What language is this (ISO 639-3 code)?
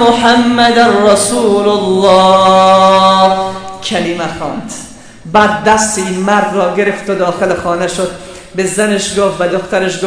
fas